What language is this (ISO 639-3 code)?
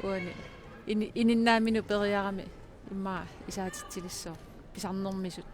kal